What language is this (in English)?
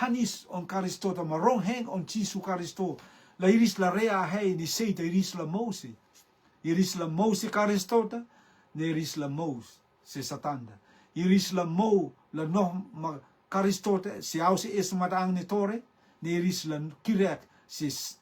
Rotuman